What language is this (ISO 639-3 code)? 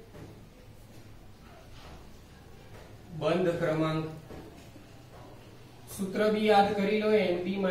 guj